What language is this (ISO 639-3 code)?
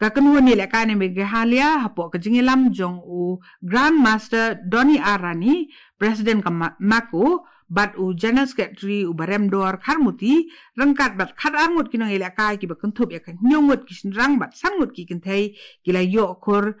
kha